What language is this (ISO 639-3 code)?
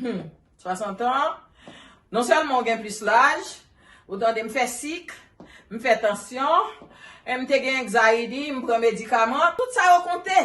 hat